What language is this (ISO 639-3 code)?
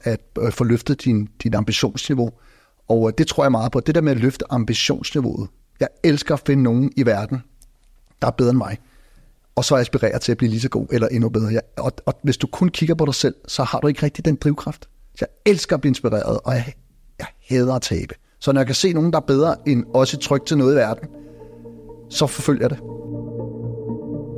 dan